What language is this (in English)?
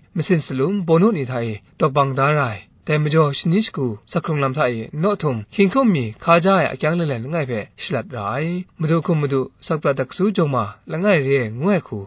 Kachin